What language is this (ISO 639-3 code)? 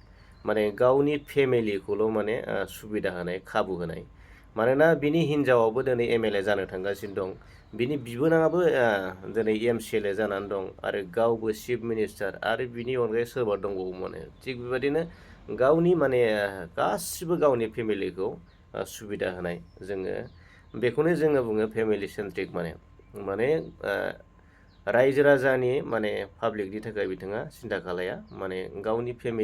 brx